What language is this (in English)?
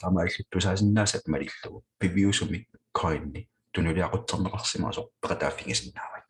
Kalaallisut